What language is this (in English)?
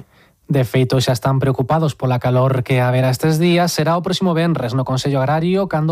Galician